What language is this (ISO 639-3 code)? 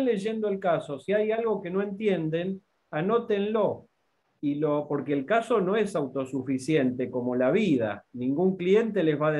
spa